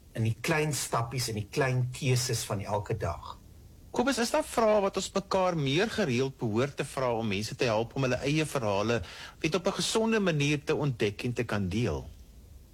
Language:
Afrikaans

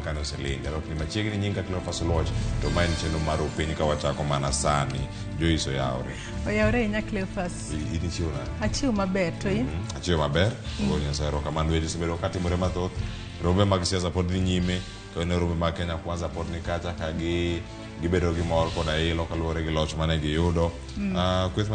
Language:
Luo (Kenya and Tanzania)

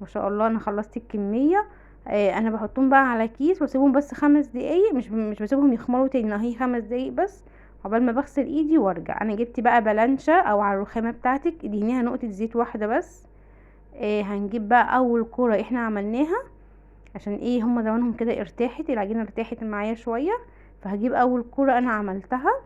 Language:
Egyptian Arabic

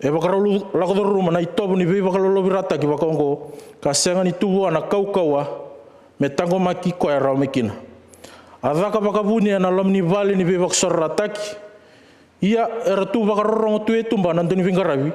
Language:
Fijian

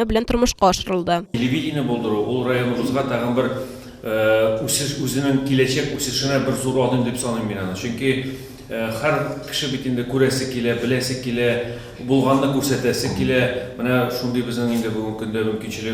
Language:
Tatar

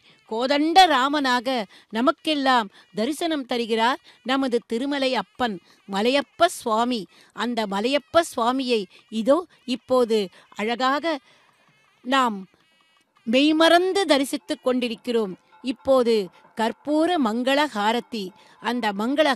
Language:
Tamil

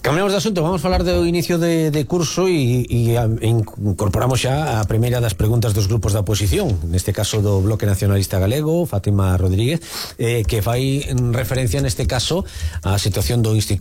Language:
Galician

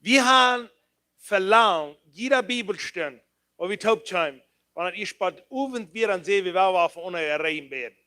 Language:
Plautdietsch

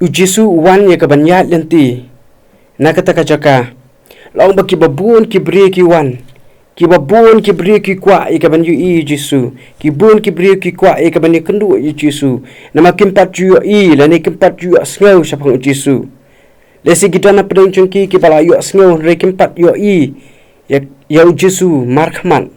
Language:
Khasi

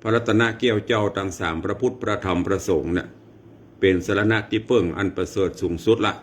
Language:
Northern Thai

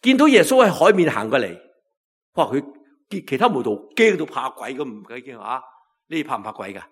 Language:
Cantonese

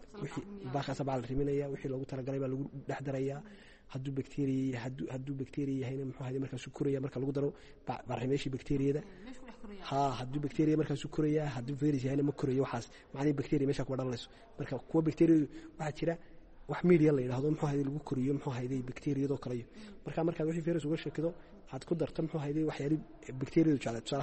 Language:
Somali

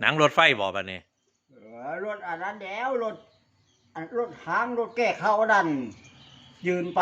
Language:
Northeastern Thai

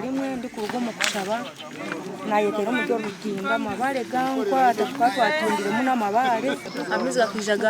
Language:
Nyankole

